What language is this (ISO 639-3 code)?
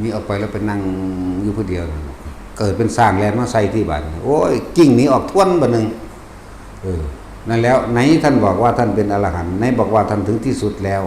tts